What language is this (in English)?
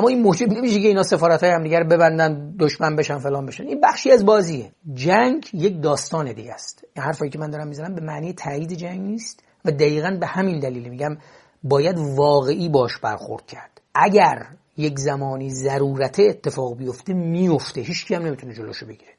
Persian